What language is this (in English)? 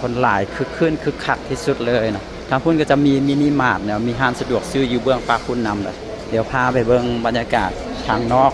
Lao